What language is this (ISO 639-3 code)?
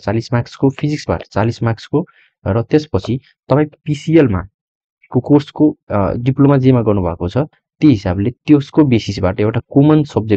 nep